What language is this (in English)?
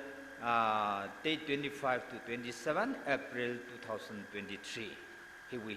Tangkhul Naga (India)